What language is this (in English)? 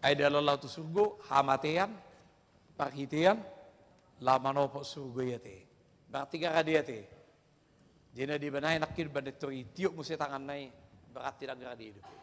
Batak Toba